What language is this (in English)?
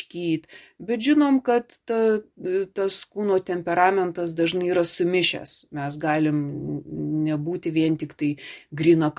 Lithuanian